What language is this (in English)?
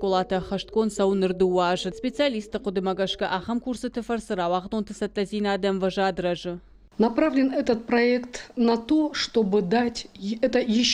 Ossetic